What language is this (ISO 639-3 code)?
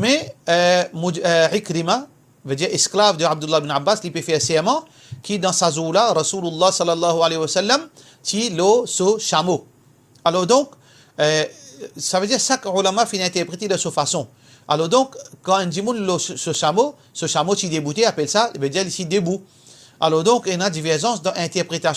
mfe